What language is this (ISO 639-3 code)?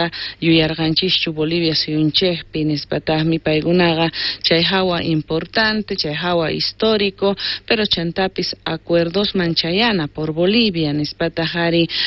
quh